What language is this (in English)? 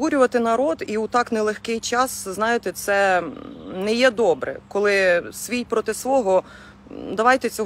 Ukrainian